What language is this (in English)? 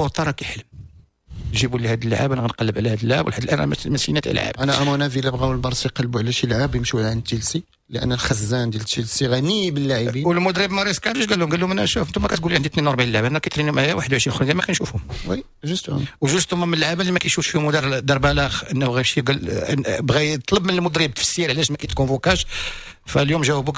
Moroccan Arabic